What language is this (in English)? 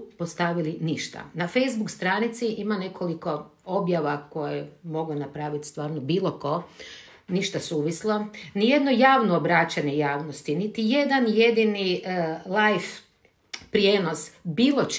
Croatian